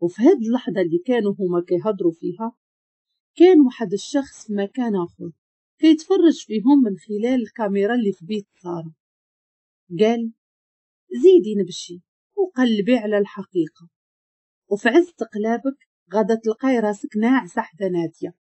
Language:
Moroccan Arabic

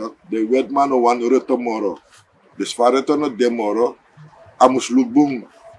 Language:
Sranan Tongo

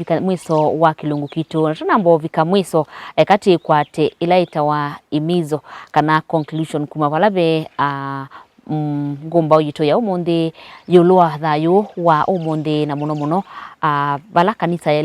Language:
Kamba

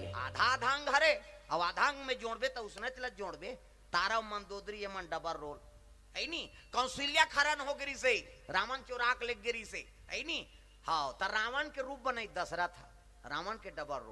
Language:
Chhattisgarhi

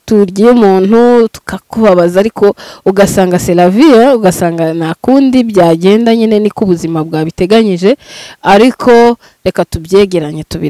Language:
Kinyarwanda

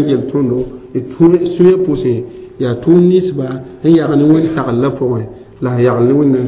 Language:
Mossi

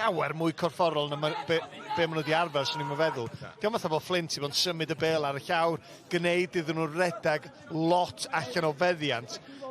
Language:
Welsh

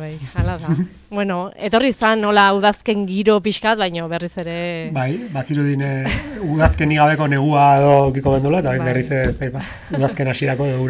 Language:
Basque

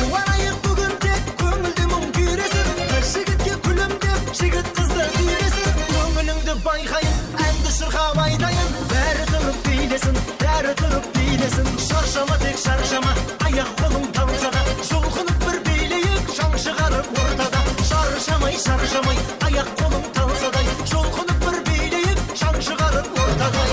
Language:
Kara-Kalpak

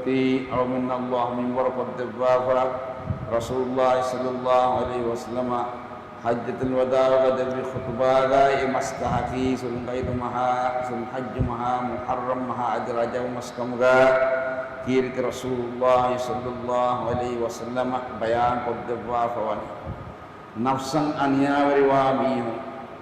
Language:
Divehi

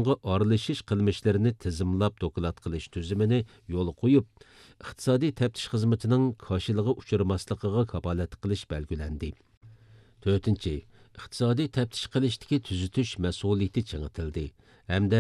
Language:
Uyghur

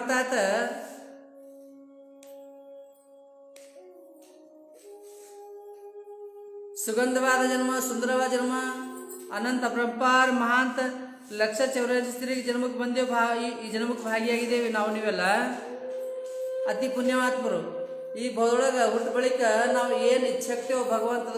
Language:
Kannada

